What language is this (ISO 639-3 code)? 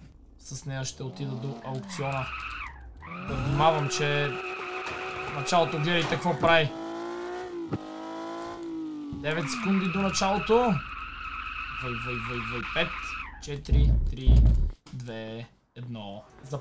bul